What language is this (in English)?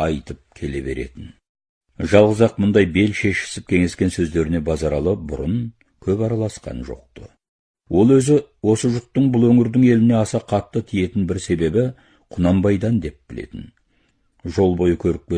Kazakh